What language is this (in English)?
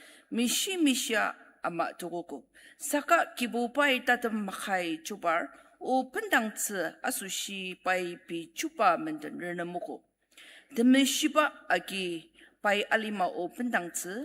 Ao Naga